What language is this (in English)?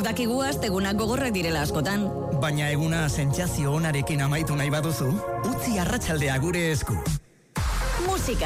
Basque